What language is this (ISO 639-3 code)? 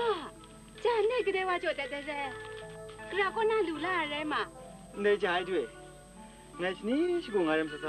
kac